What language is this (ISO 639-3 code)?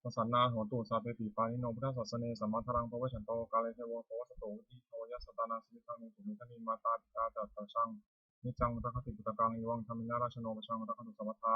pli